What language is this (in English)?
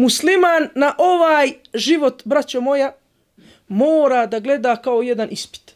Bosnian